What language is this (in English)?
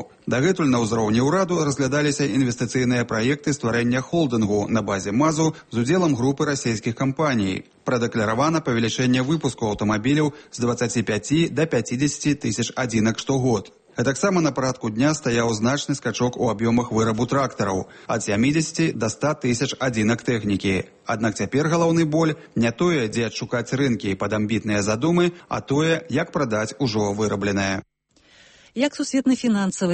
Belarusian